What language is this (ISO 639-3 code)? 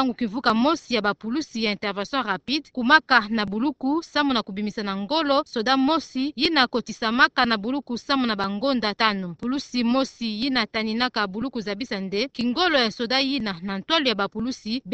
ktu